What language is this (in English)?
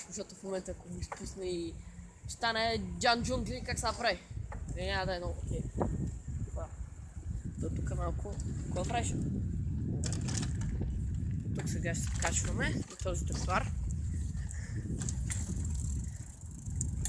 Bulgarian